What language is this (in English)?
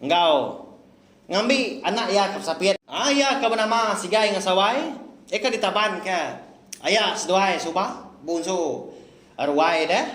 Iban